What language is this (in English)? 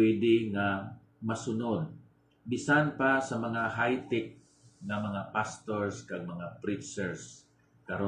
Hiligaynon